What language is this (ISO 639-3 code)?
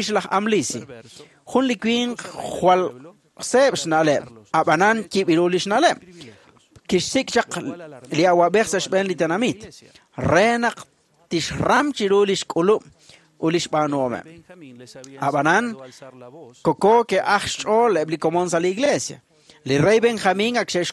kek